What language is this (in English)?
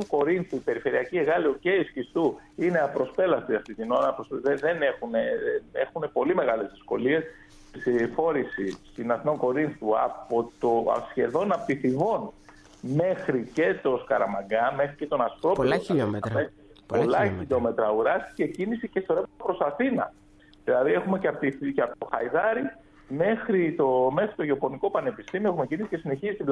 Greek